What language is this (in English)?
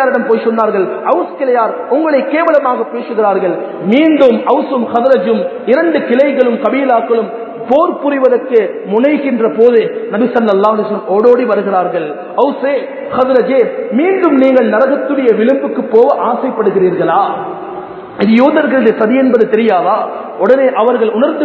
Tamil